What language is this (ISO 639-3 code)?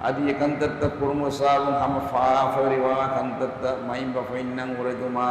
div